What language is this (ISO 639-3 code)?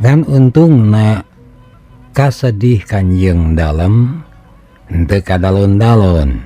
sun